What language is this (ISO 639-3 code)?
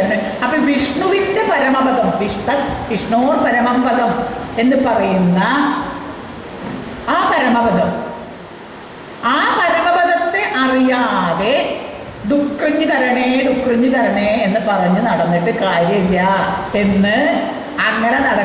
mal